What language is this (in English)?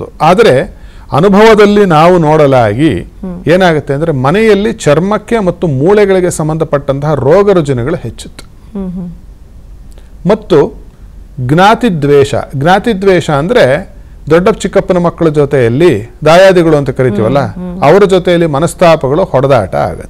Kannada